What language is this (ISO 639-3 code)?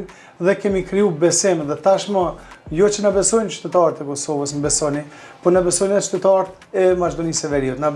sqi